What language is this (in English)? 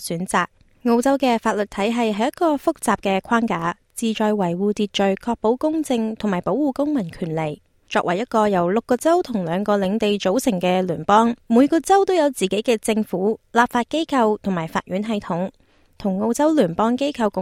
Cantonese